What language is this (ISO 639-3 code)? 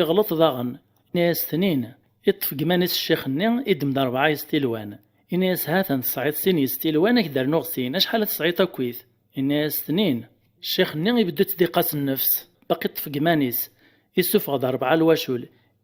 kab